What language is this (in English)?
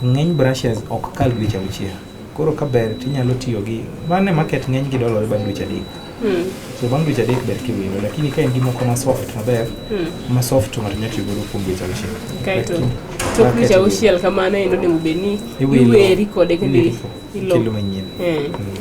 Luo (Kenya and Tanzania)